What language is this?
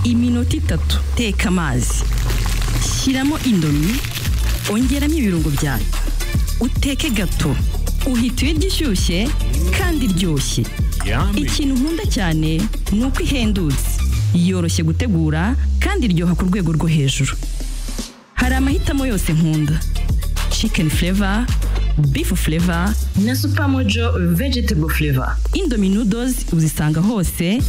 Kinyarwanda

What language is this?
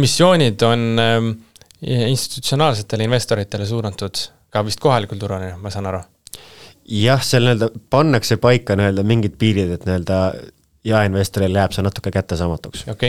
Estonian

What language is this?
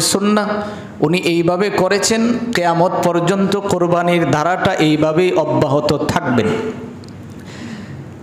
Bangla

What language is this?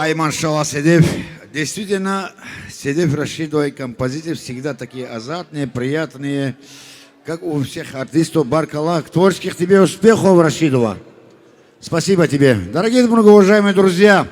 Tabassaran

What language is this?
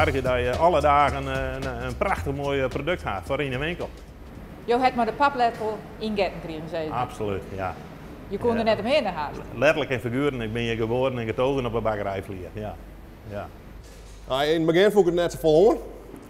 Western Frisian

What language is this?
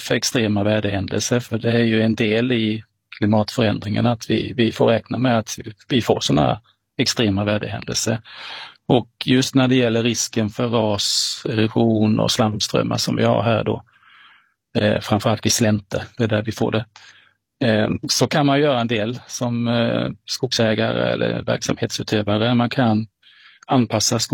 Swedish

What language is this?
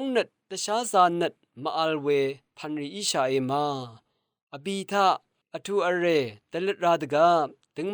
Rawang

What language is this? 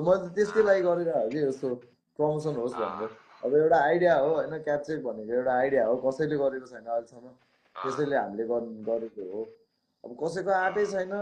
Nepali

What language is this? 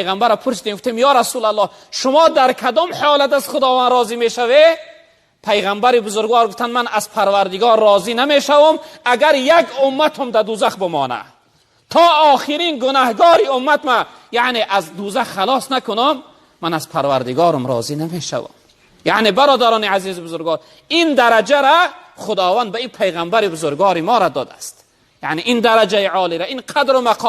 Tajik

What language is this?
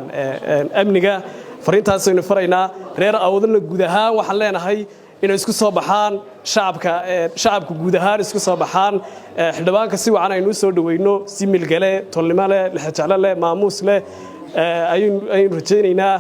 Somali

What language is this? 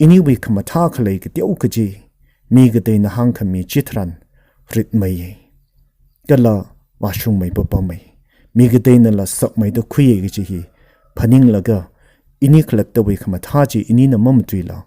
Tangkhul Naga (India)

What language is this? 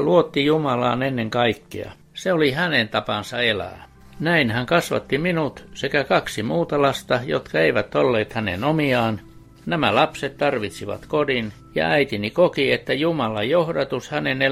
Finnish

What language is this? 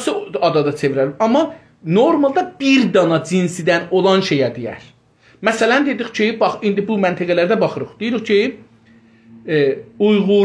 South Azerbaijani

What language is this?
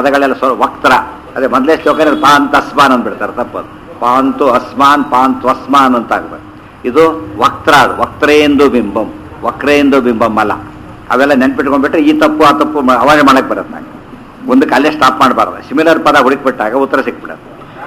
Kannada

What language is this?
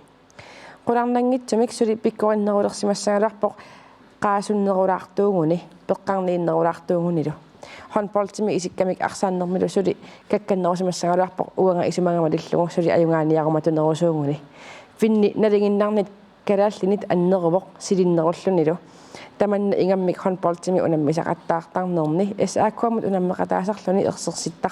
Kalaallisut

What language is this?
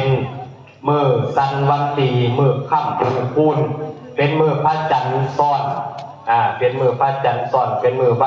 Northeastern Thai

